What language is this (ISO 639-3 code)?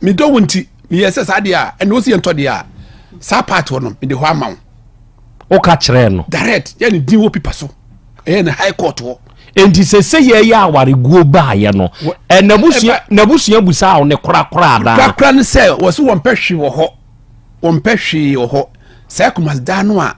aka